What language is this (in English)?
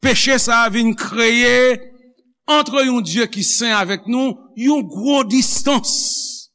Haitian Creole